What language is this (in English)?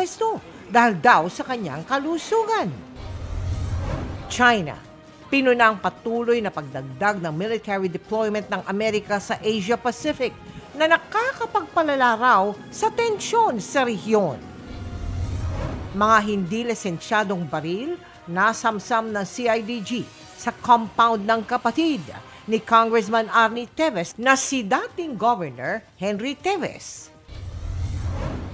Filipino